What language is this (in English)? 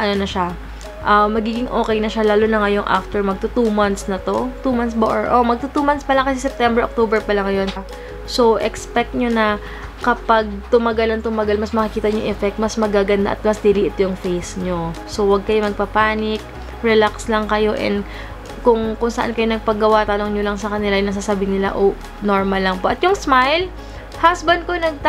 Filipino